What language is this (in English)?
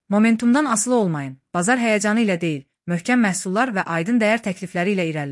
Azerbaijani